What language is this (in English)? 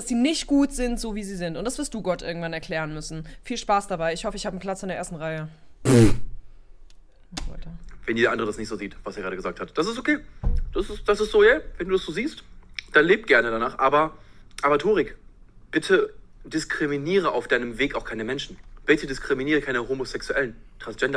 German